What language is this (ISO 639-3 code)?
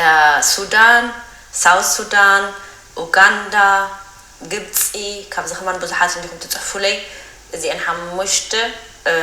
tir